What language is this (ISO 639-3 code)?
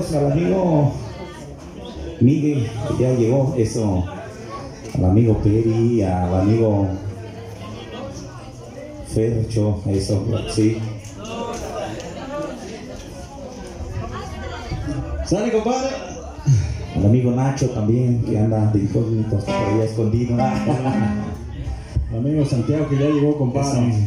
spa